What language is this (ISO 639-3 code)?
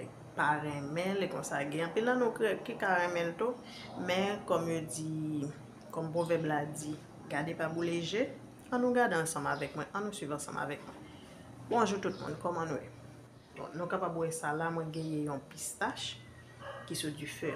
hat